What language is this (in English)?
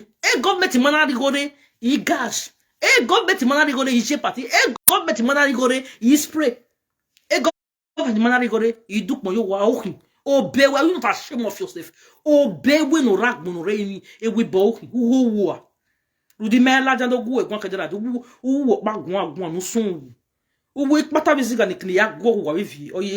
Nigerian Pidgin